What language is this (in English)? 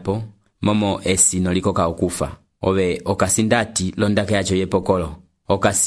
Umbundu